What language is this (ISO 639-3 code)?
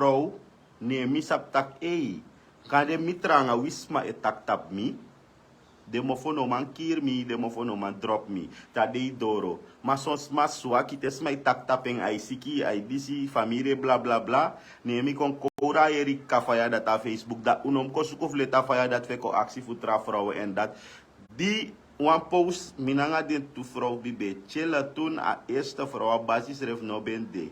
srn